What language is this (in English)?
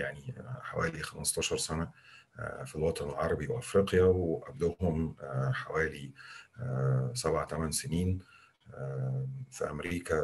Egyptian Arabic